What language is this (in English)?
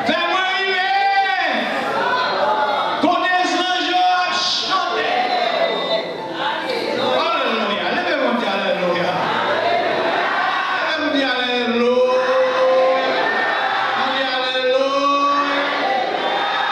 French